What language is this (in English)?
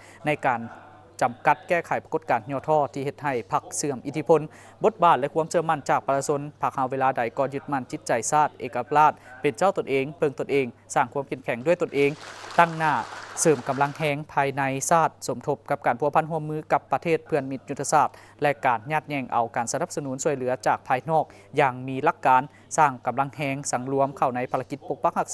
Lao